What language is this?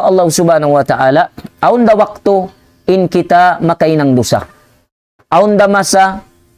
Tausug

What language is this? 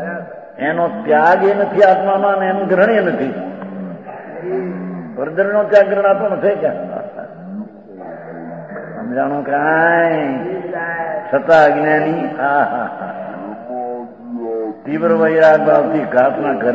Gujarati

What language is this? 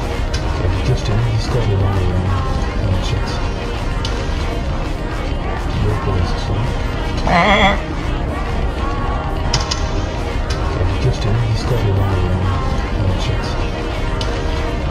French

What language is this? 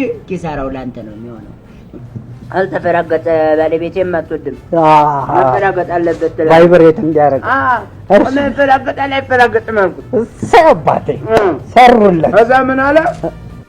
Amharic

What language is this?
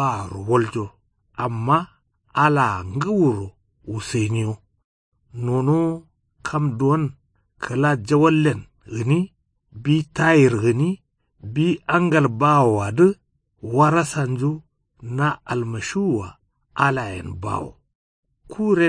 Kanuri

